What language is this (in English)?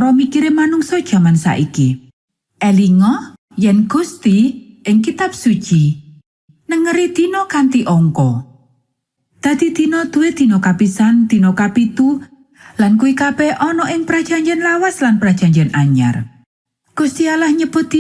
Javanese